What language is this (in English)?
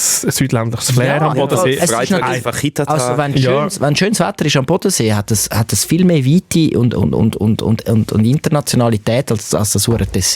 Swiss German